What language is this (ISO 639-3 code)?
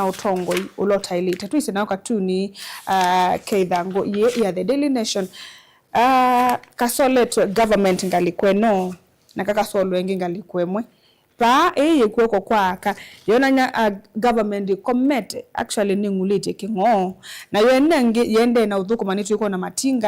kam